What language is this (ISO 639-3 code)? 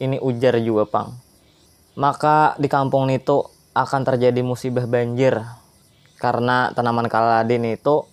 bjn